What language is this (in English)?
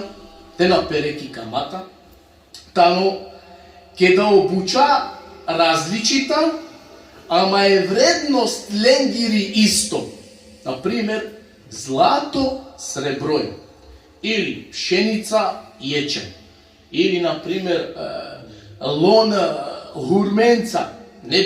Balkan Romani